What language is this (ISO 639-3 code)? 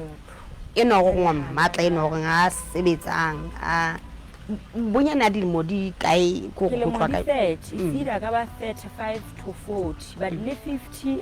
sot